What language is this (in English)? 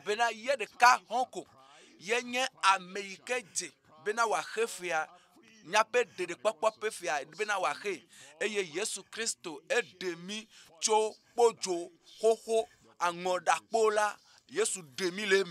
Ewe